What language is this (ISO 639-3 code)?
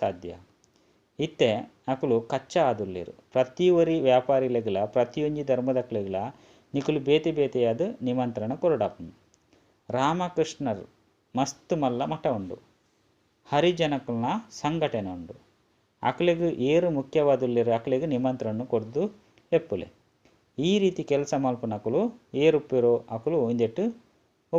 tcy